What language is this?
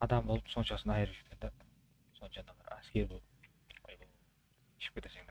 Kara-Kalpak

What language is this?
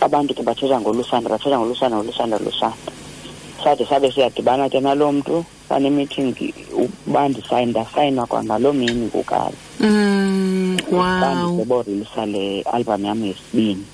Xhosa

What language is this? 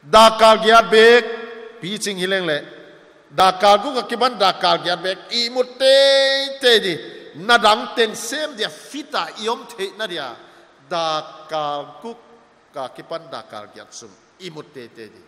Paite Chin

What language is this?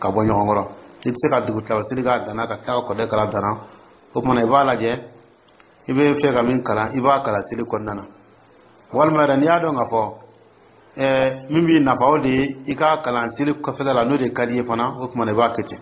Dyula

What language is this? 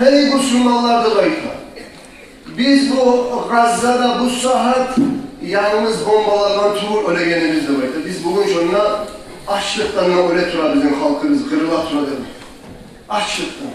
Kumyk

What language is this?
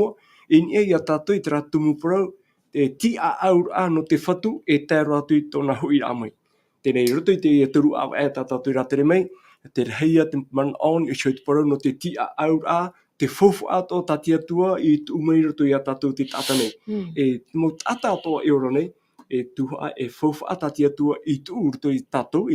Tahitian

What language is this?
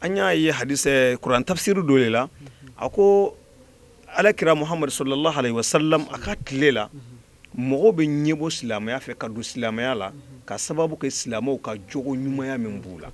Bambara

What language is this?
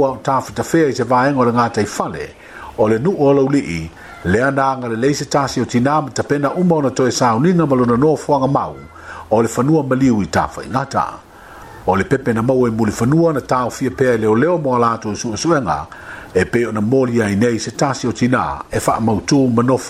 Samoan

